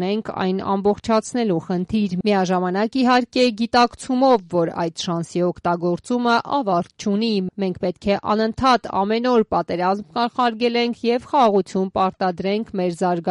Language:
Armenian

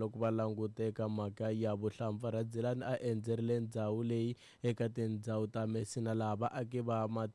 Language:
Tsonga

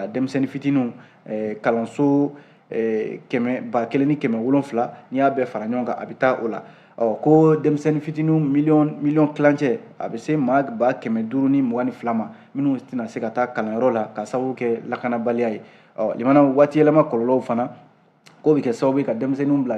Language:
Bambara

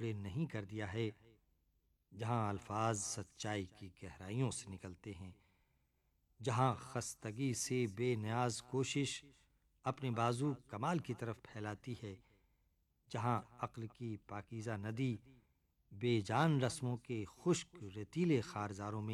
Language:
Urdu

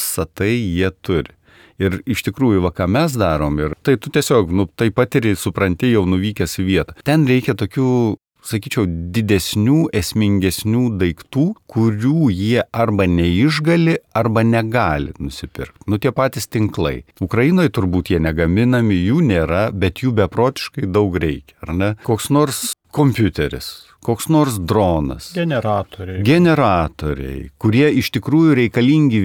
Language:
Lithuanian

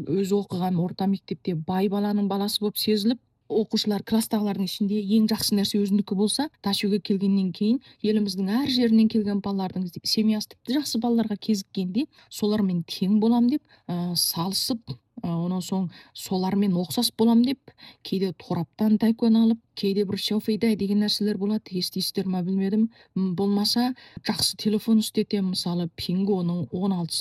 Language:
Kazakh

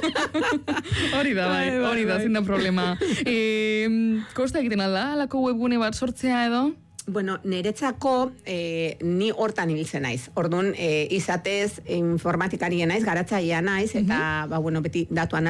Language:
Basque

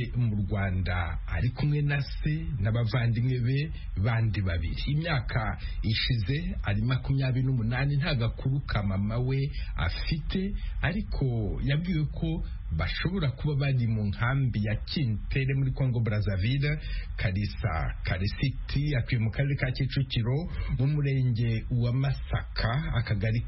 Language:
Kinyarwanda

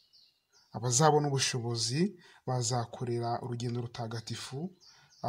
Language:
Kinyarwanda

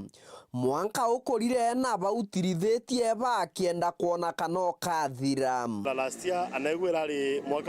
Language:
Meru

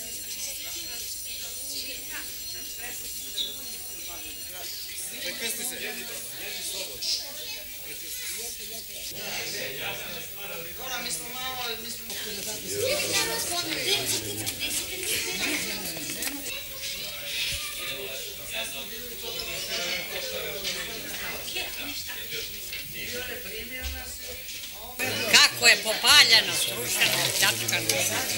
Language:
Serbian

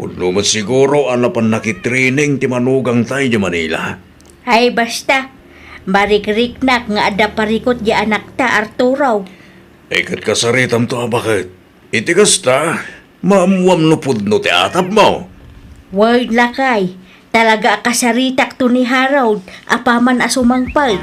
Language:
Iloko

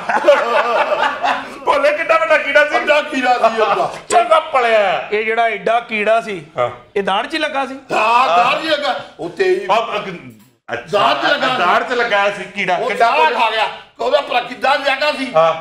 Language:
Punjabi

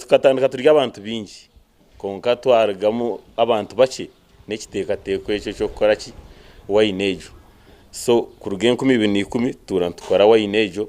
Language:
Nyankole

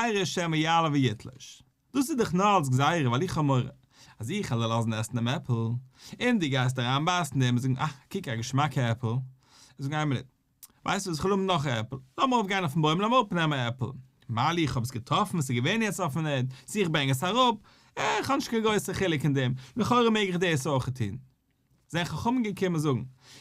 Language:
Yiddish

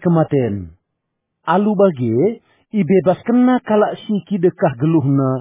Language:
Batak Karo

